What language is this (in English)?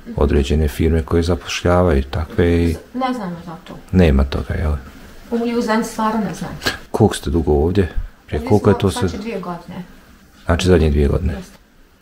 Bosnian